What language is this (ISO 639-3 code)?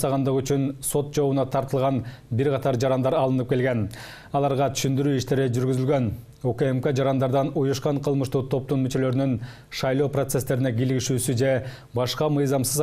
kir